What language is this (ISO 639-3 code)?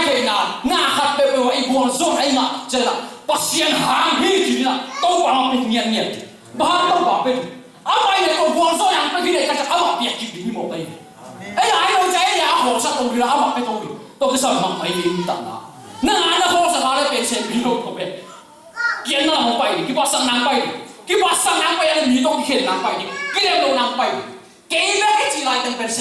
ctd